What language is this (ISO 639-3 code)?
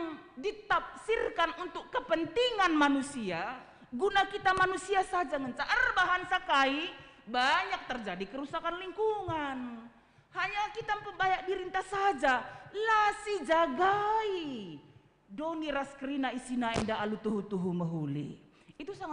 btx